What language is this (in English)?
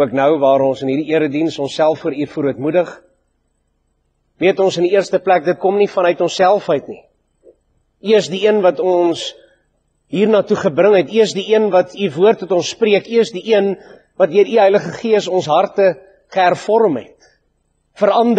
Afrikaans